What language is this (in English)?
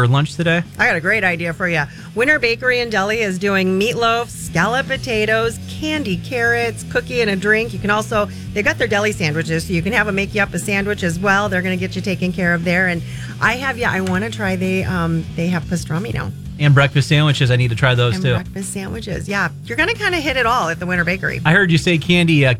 English